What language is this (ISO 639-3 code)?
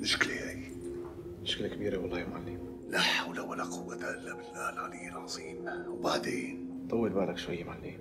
apc